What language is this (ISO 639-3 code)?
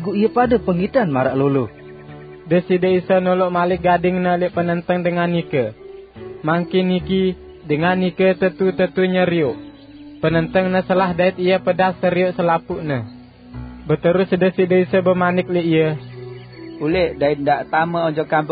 sas